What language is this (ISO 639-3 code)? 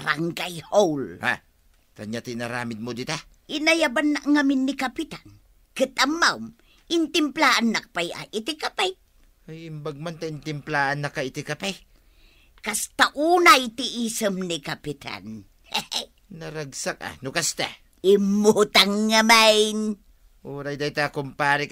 ilo